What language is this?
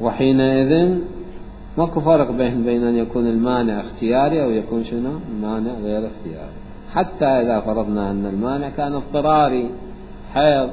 Mesopotamian Arabic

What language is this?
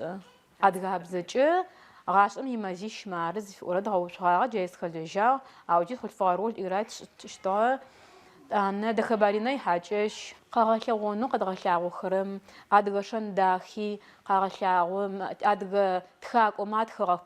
Adyghe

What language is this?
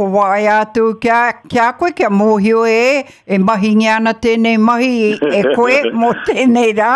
Māori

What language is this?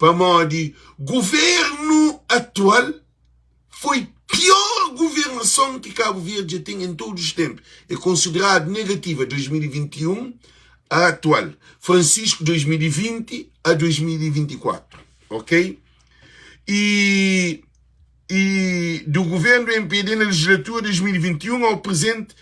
Kabuverdianu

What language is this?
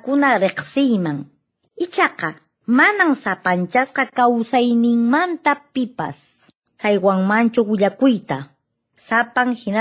Quechua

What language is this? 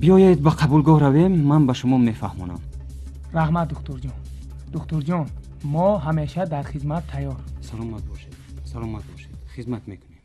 Tajik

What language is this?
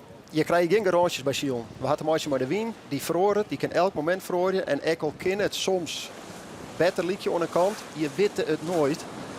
Western Frisian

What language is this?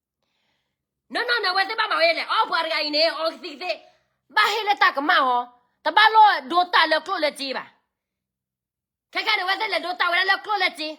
S'gaw Karen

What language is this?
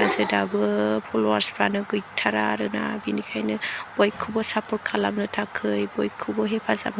Bodo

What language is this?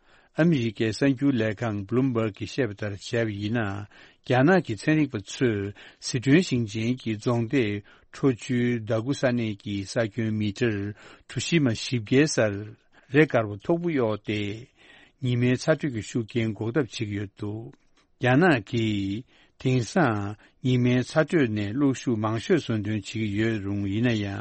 Tibetan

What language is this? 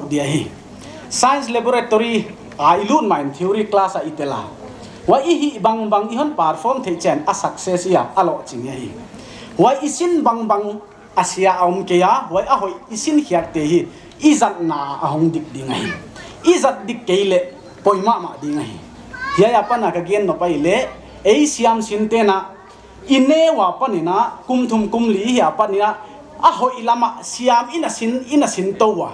Paite Chin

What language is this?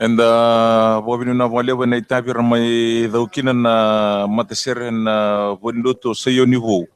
Fijian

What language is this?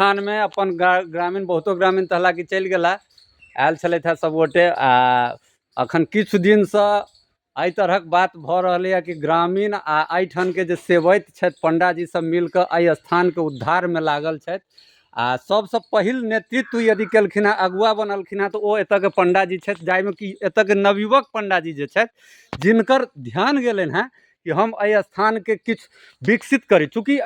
Maithili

